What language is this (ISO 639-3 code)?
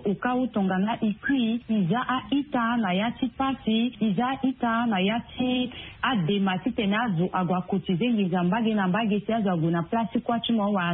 sag